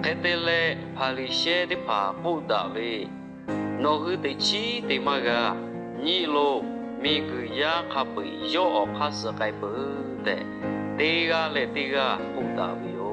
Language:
Lahu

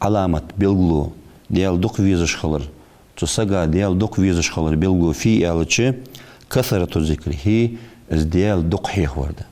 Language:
Ingush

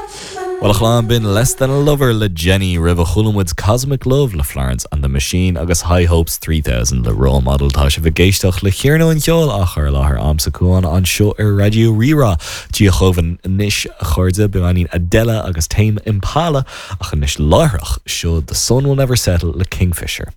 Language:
Irish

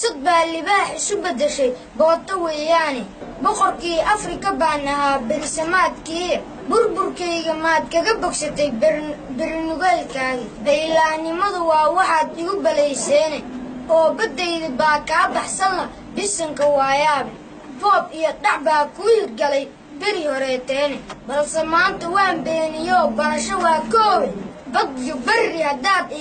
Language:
Somali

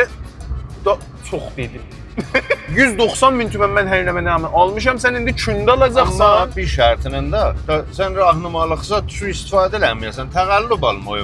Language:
South Azerbaijani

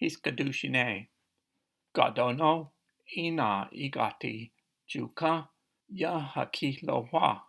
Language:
Cherokee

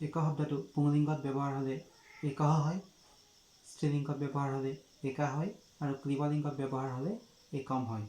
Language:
Assamese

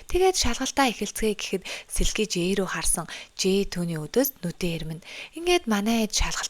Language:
Mongolian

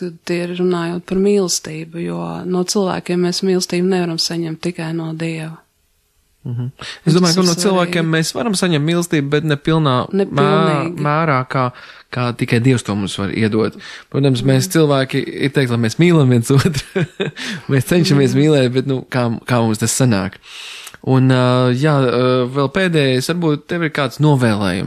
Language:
Latvian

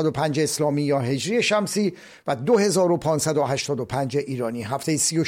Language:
Persian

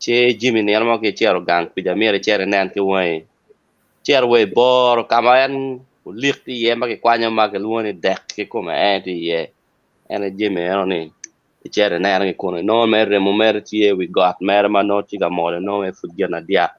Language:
Acoli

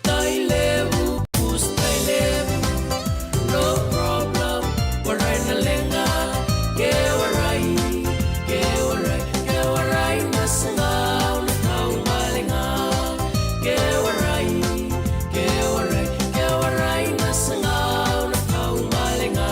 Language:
Fijian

